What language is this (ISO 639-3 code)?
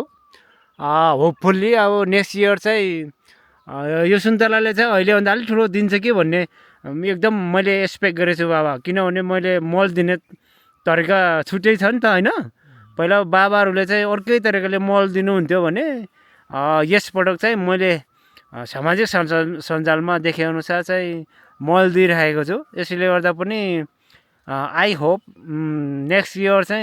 nep